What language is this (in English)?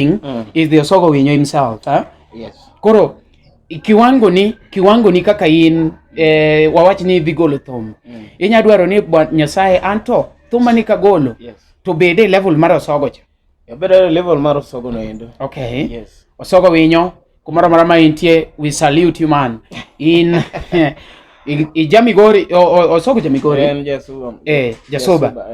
Luo (Kenya and Tanzania)